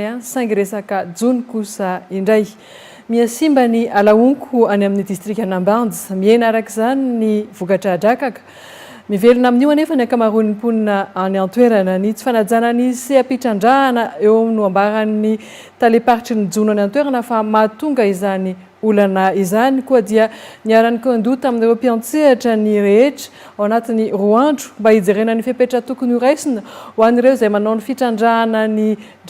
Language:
Malagasy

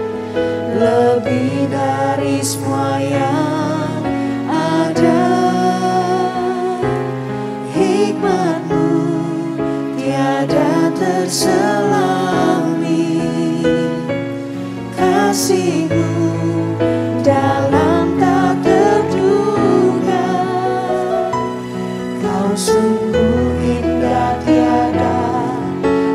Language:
Indonesian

